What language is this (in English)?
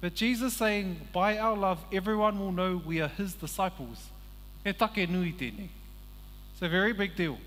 Māori